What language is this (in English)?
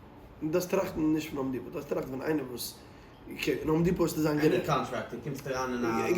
Yiddish